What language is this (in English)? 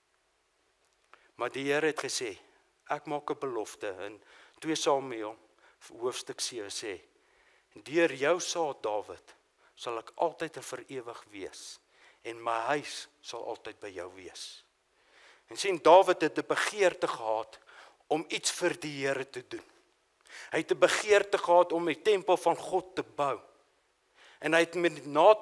Afrikaans